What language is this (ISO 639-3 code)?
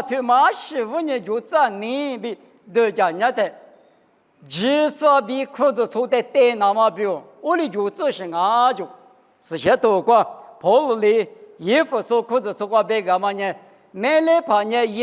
lis